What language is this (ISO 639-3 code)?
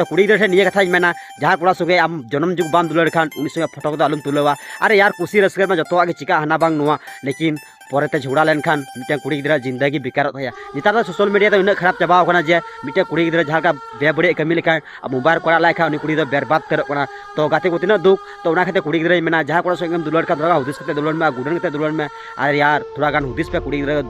sat